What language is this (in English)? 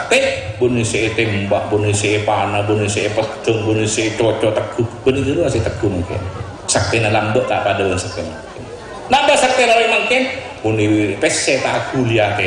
Madurese